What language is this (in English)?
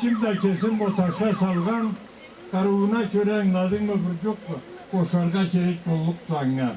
Karachay-Balkar